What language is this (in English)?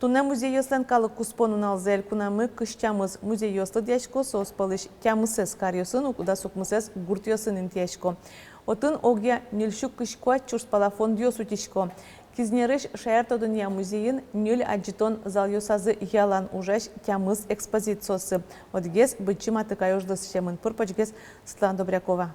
Udmurt